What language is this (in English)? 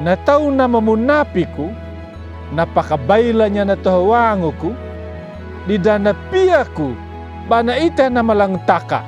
Anakalangu